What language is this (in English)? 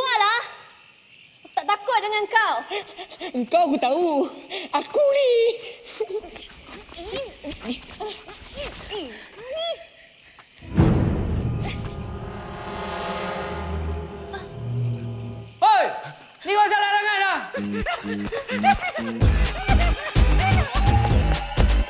Malay